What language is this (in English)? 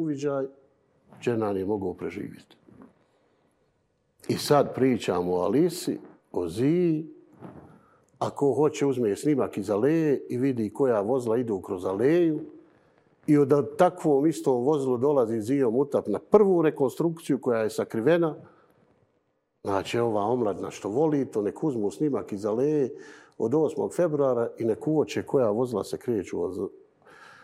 Bosnian